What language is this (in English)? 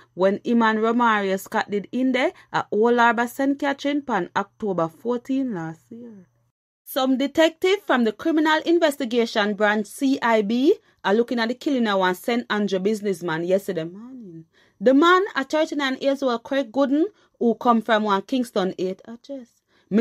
Jamaican Creole English